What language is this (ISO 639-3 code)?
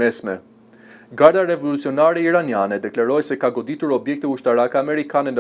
sqi